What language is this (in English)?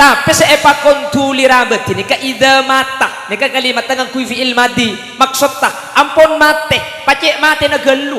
Madurese